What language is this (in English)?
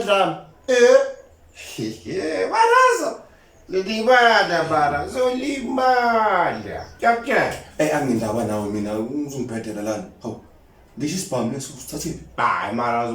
Zulu